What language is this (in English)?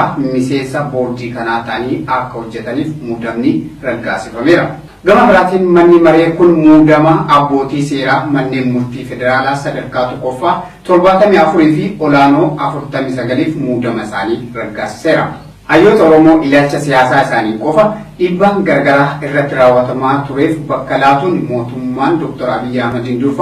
Oromo